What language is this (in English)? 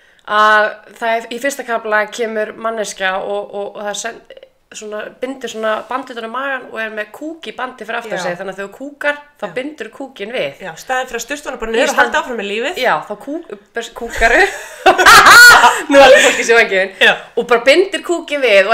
Icelandic